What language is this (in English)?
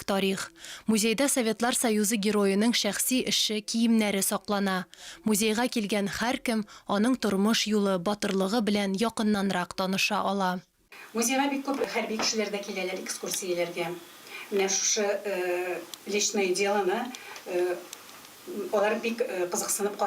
Tatar